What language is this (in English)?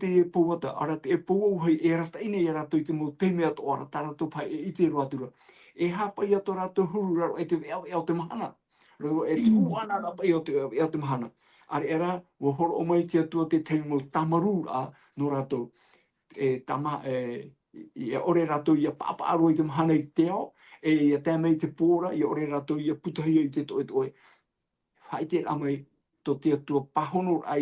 Tahitian